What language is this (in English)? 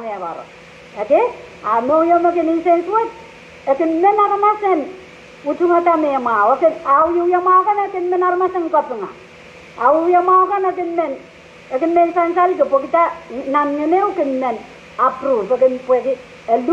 Pohnpeian